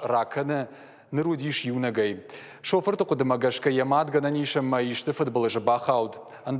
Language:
Ossetic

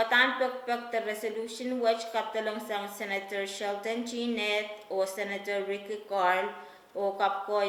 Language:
Pohnpeian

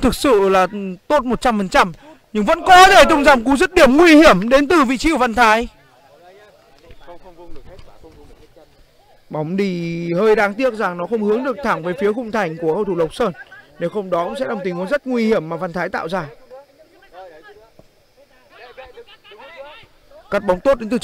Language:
Vietnamese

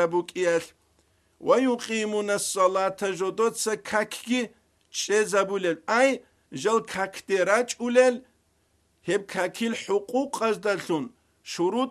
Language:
Avaric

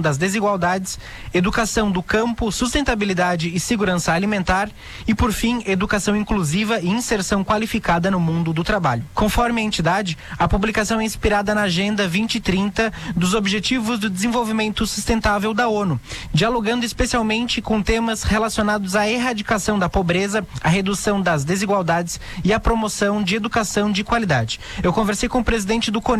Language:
Portuguese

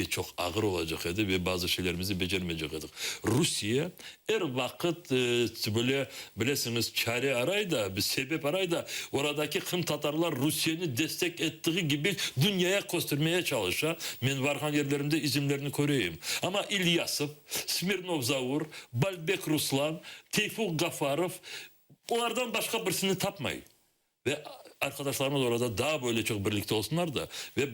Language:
Crimean Tatar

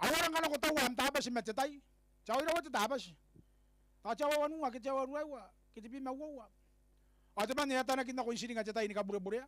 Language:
Gilbertese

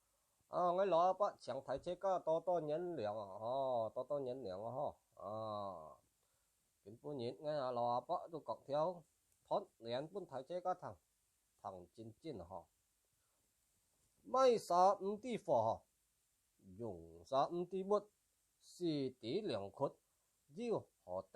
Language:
Hakka Chinese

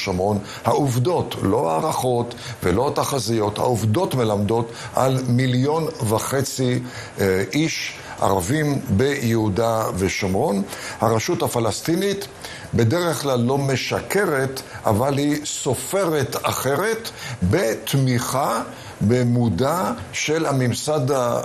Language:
Hebrew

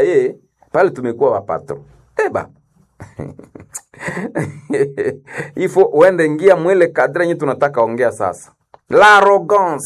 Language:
Swahili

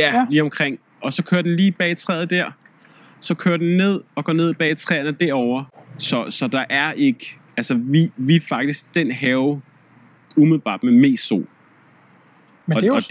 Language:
Danish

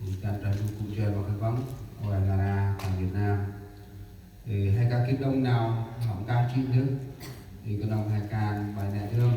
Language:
Central Mnong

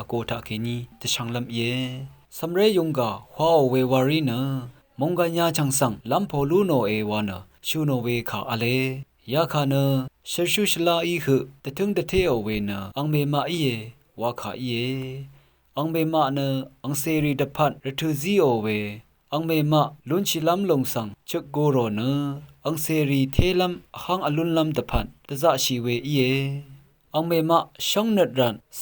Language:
Rawang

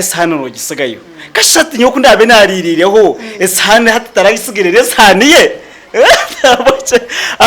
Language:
Nyankole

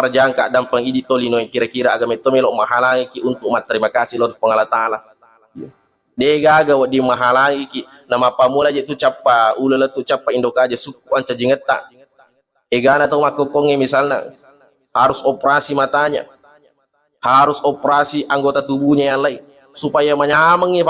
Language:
Buginese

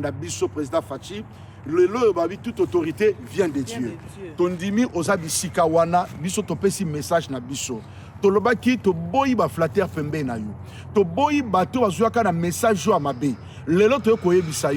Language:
Lingala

